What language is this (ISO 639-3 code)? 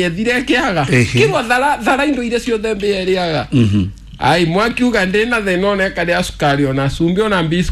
kik